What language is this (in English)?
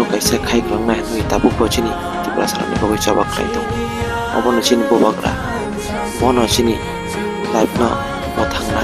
Kok Borok